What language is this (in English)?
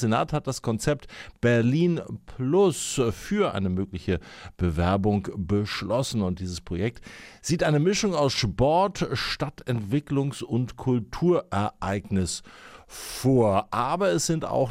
German